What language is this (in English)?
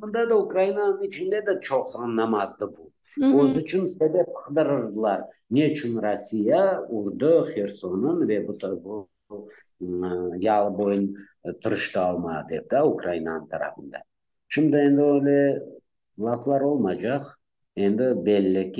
Crimean Tatar